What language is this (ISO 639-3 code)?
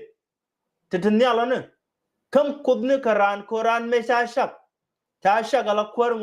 nus